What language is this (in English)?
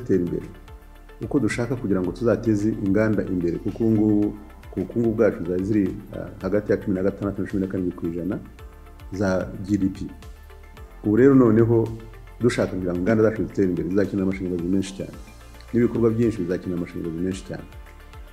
Kinyarwanda